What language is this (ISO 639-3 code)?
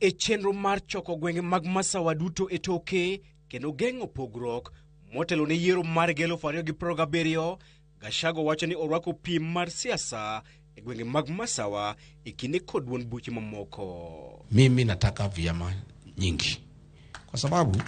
luo